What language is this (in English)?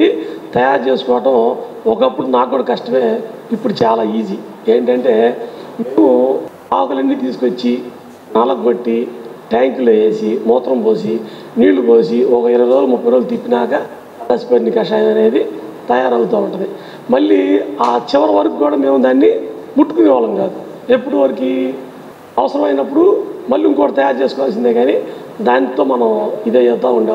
Telugu